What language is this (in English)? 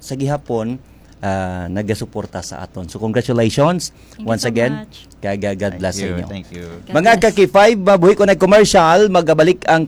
Hiligaynon